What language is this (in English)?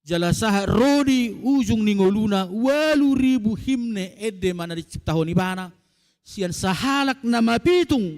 Batak Toba